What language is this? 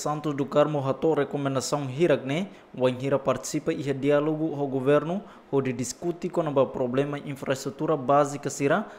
Tetum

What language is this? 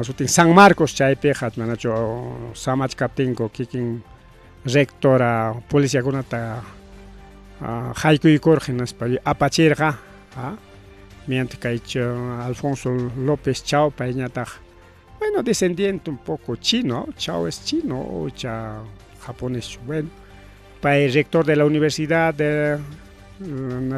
Ayacucho Quechua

